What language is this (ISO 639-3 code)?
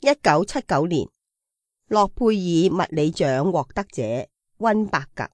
yue